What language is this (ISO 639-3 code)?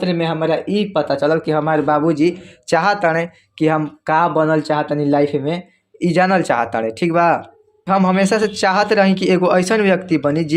bho